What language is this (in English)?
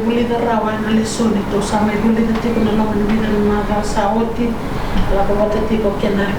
Fijian